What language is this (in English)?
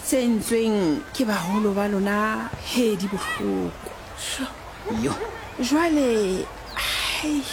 Southern Sotho